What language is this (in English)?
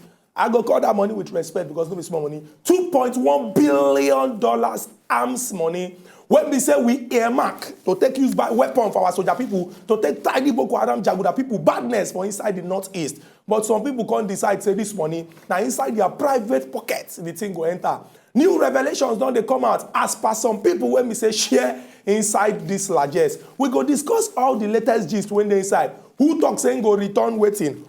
Nigerian Pidgin